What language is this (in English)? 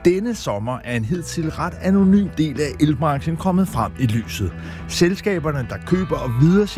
Danish